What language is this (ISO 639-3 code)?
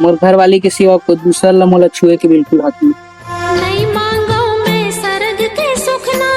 hne